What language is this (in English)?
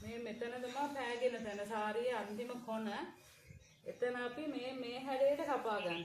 Sinhala